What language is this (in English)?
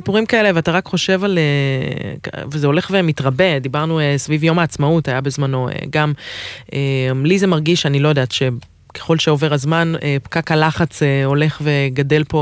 Hebrew